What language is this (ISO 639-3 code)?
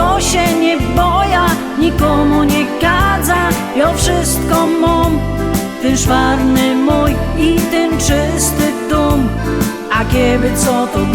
szl